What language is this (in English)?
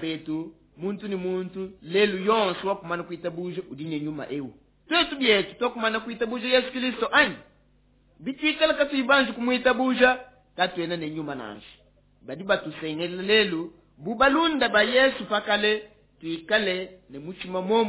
Luba-Lulua